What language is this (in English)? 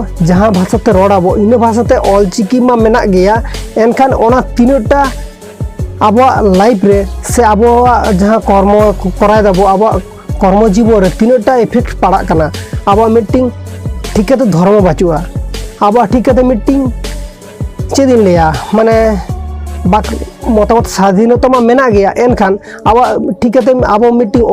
Santali